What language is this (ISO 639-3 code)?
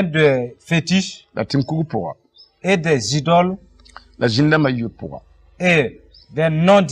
mos